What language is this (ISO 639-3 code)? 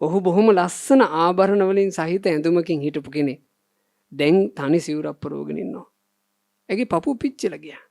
sin